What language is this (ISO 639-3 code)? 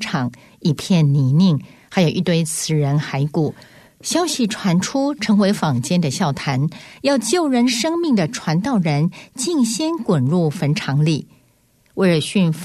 zho